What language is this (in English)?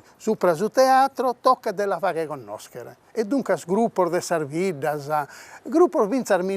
Sardinian